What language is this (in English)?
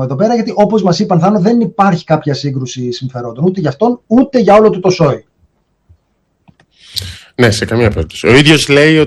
Greek